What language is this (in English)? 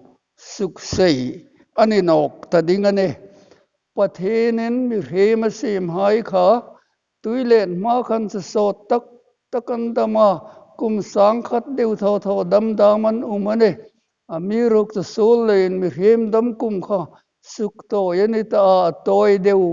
Hmar